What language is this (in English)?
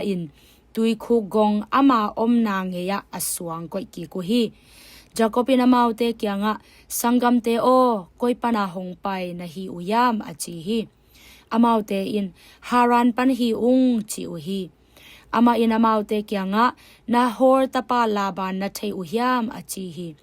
Tedim Chin